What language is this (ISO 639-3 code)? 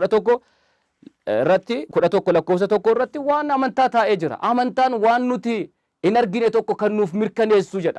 orm